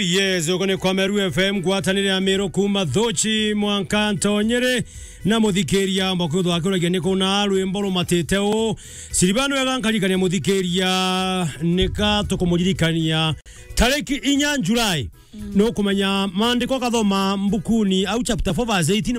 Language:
Meru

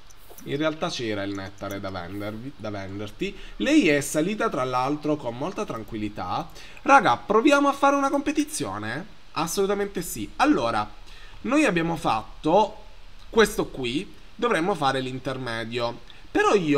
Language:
Italian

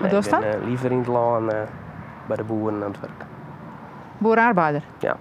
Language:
Western Frisian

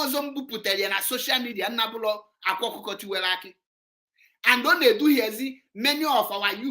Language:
Igbo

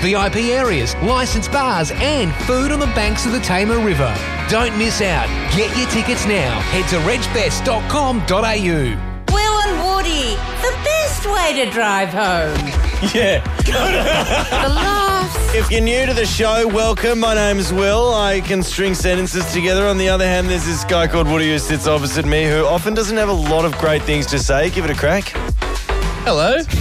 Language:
English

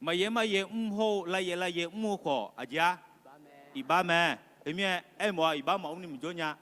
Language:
Akha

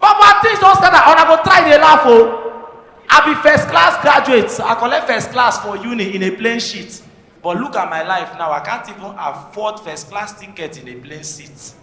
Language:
Nigerian Pidgin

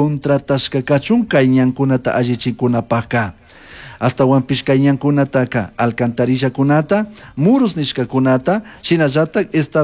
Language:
Chimborazo Highland Quichua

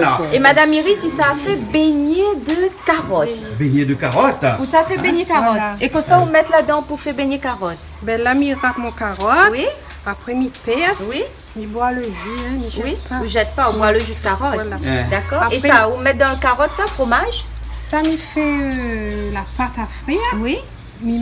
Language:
Réunion Creole French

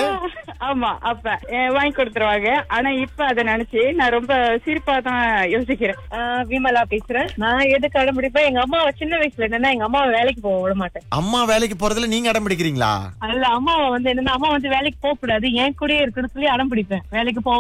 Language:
Tamil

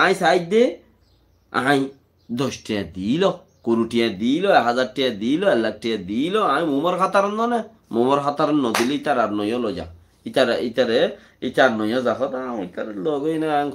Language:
Rohingya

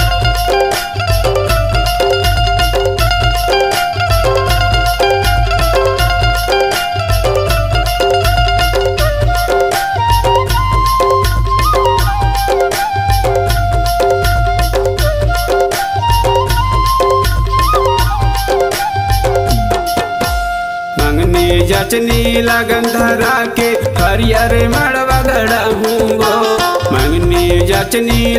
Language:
Chhattisgarhi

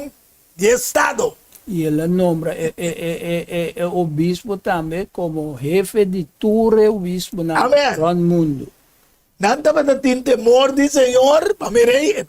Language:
Papiamento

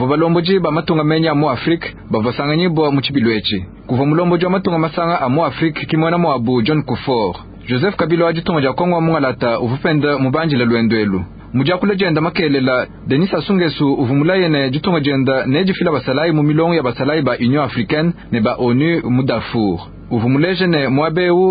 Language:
Luba-Lulua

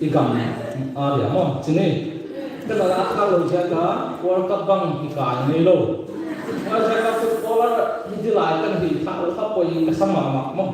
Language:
Paite Chin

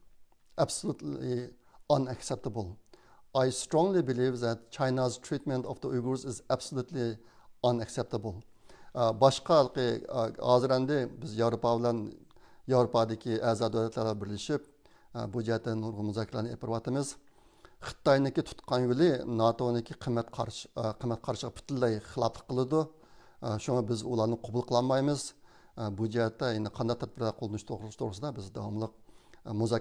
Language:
Uyghur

